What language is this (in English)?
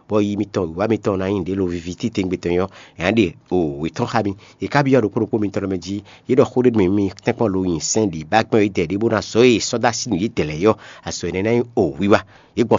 Fon